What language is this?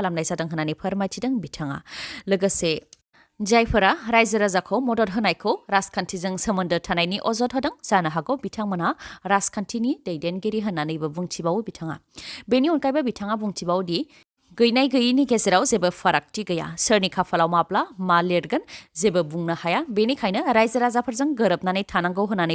Bodo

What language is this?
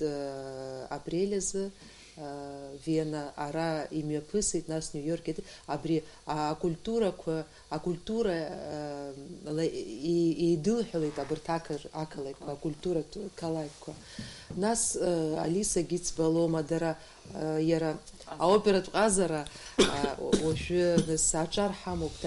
Abkhazian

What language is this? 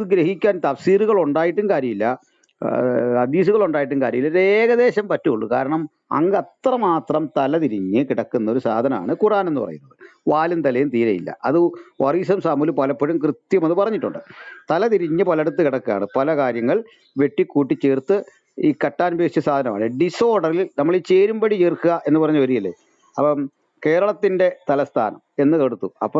Malayalam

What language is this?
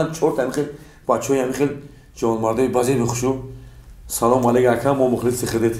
Tajik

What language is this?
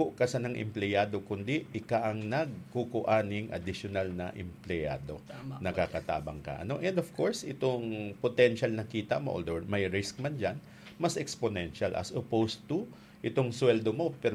Bikol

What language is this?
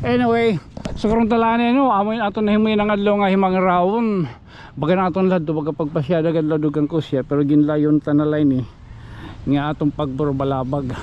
Waray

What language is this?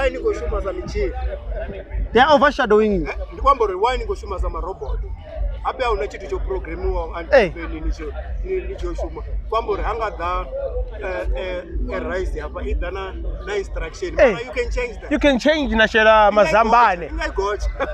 Venda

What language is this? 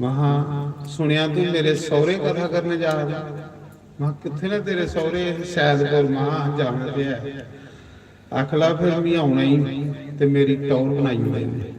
Dogri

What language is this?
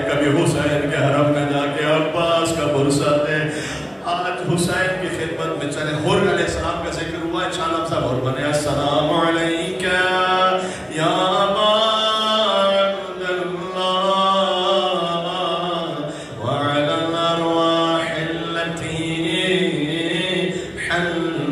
Urdu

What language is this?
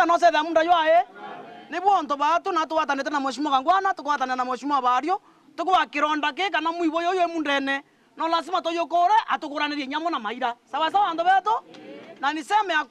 Meru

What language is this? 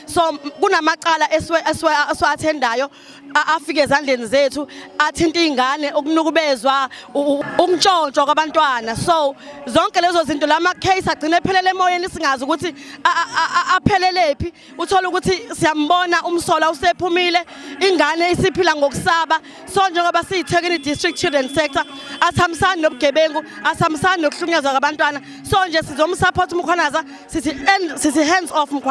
Zulu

